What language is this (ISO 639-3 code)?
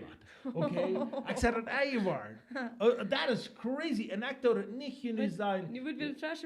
pdt